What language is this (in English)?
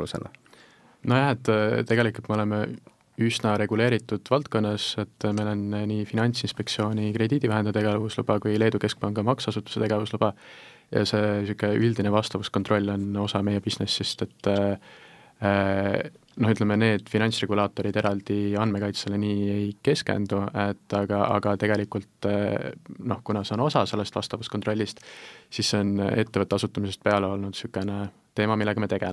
Estonian